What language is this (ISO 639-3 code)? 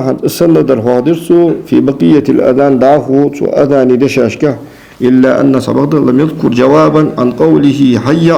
inh